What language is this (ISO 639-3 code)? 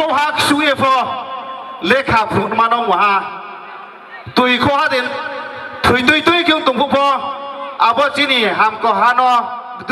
ria